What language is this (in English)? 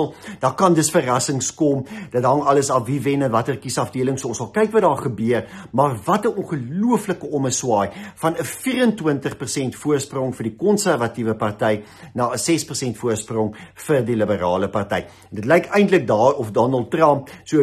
Afrikaans